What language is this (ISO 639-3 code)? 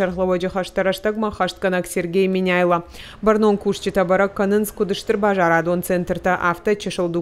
oss